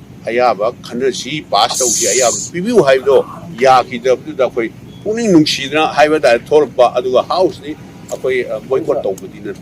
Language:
Manipuri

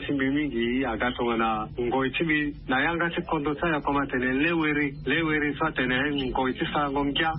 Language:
Sango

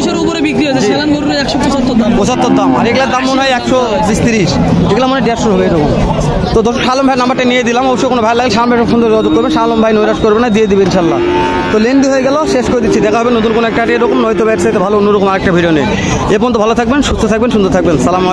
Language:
Bangla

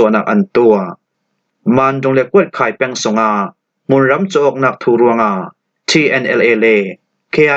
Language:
Falam Chin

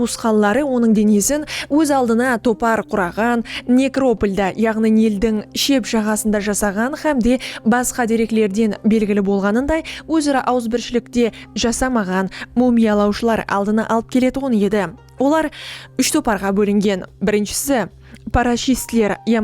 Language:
Kara-Kalpak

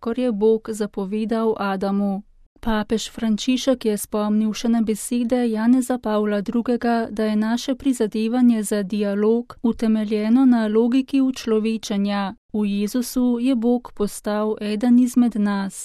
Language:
Slovenian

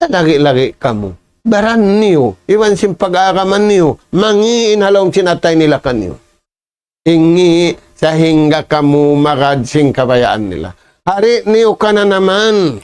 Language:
Tausug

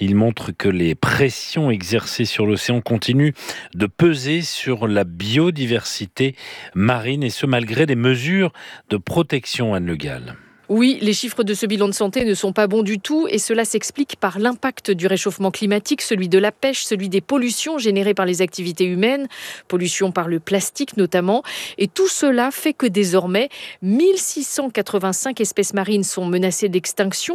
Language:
French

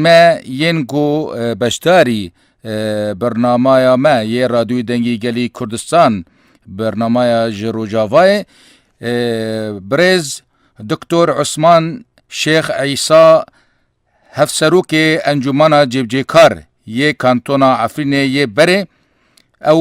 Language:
Kurdish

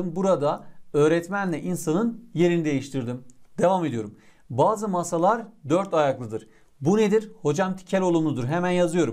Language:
Turkish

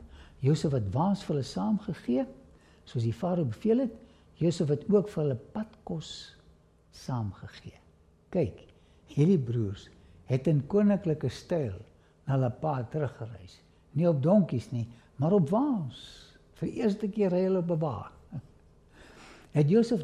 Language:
Afrikaans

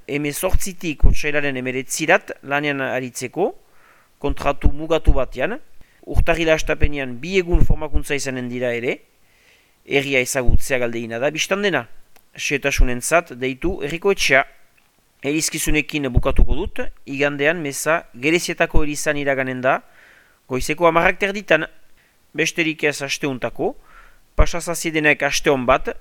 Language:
Basque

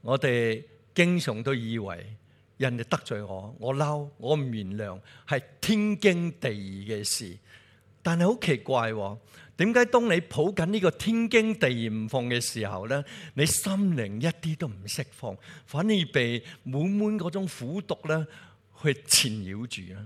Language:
Cantonese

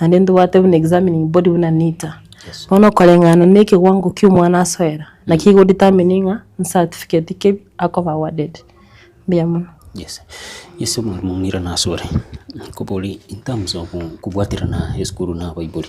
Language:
Gusii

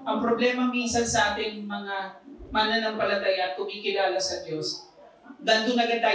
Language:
Filipino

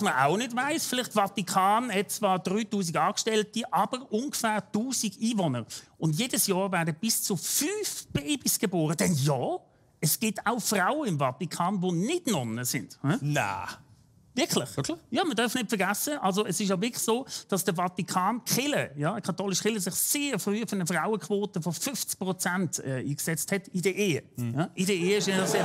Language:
Swiss German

